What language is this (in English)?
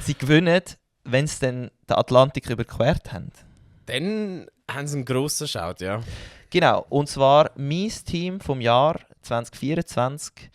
Swiss German